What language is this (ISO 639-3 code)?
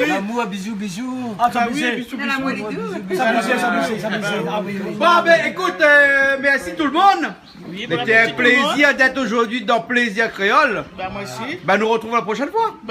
rcf